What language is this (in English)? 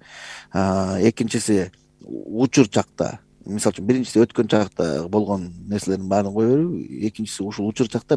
Kyrgyz